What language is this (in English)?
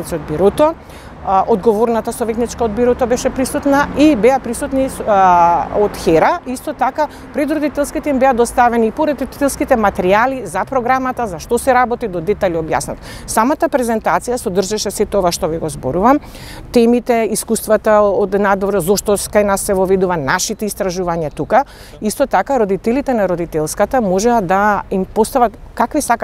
Macedonian